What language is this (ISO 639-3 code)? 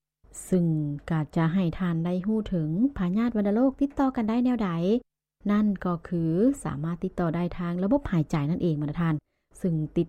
lao